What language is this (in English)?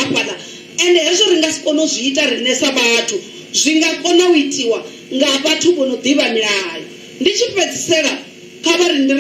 Venda